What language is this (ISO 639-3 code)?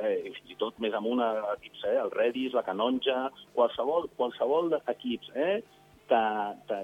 cat